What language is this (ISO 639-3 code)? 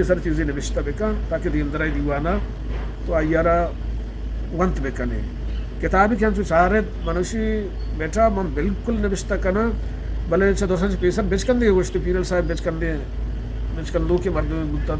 bgp